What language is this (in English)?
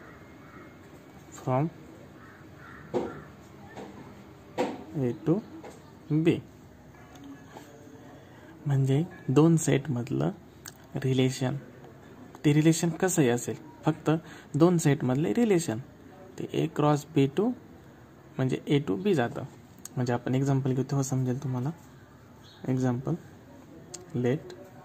Marathi